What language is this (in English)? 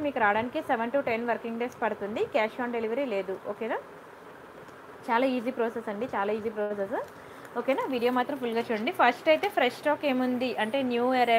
Telugu